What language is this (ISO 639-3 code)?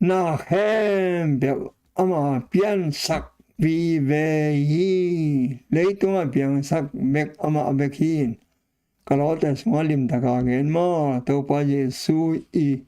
ctd